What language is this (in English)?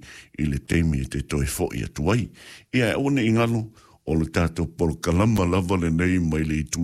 Samoan